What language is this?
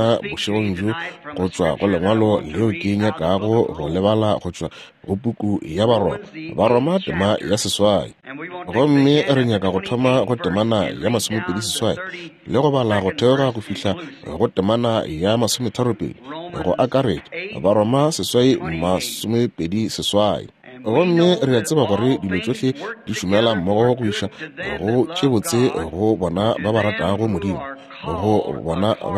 Northern Sotho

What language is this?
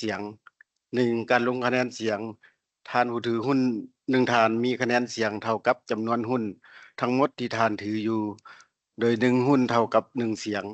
Lao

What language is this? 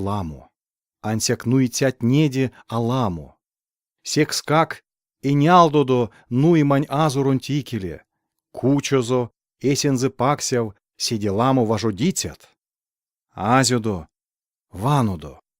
Erzya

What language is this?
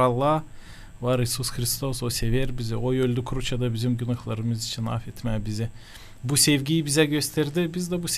Gagauz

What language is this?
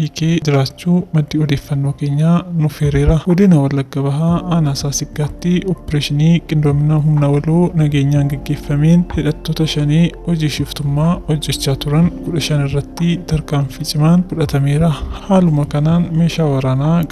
Oromo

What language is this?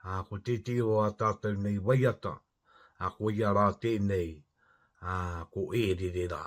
Māori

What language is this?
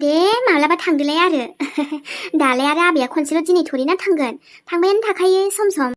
Bodo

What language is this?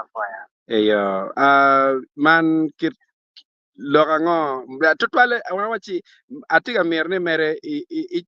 Acoli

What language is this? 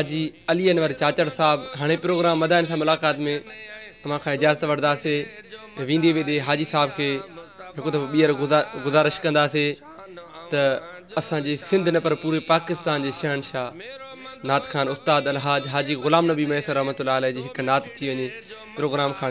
Sindhi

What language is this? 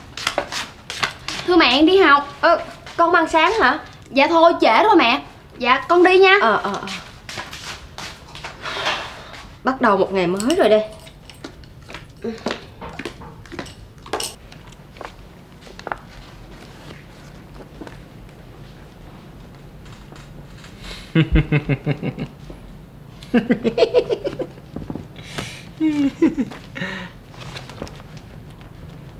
Vietnamese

